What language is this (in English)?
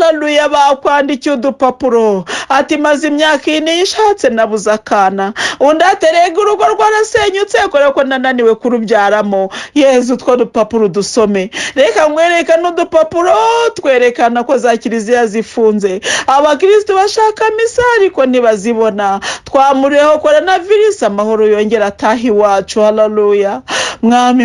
Kinyarwanda